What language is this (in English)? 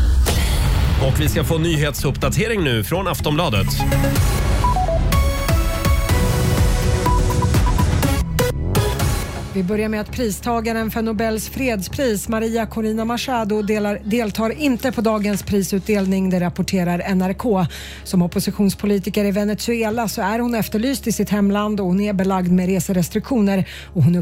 Swedish